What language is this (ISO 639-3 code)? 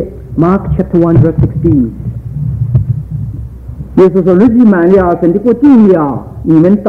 zho